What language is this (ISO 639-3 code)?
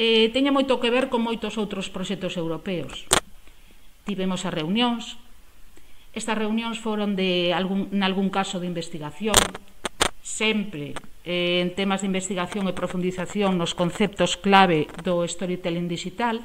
glg